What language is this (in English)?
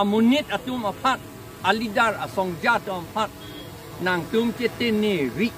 Karbi